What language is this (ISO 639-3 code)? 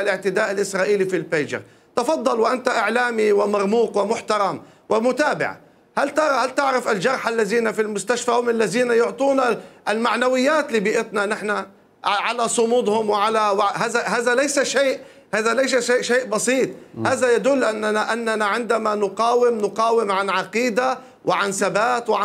acm